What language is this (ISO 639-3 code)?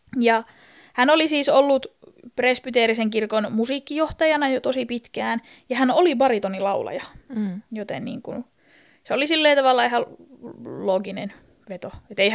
fin